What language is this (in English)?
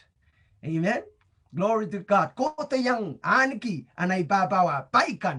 Pohnpeian